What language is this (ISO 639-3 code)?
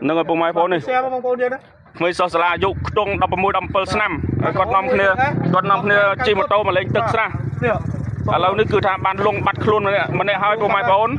khm